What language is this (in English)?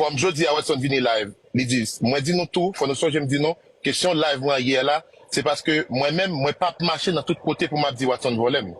Haitian Creole